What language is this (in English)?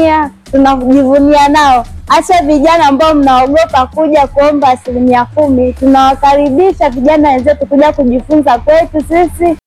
Swahili